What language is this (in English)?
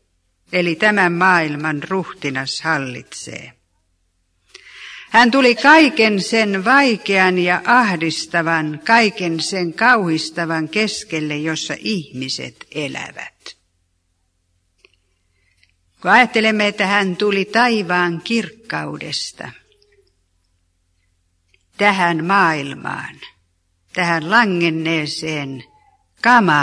Finnish